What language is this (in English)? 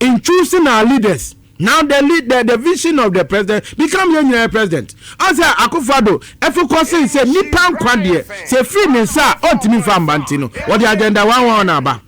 Akan